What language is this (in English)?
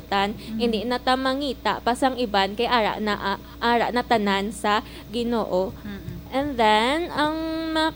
Hiligaynon